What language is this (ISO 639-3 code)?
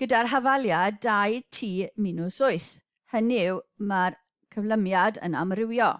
cym